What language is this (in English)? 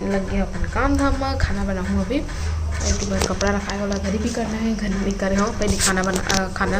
Chhattisgarhi